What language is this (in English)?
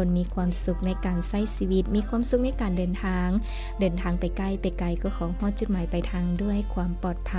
Lao